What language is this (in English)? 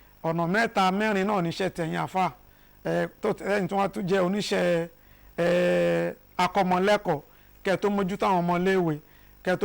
Yoruba